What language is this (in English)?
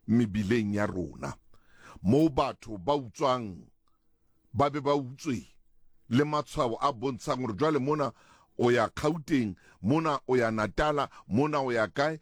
Southern Sotho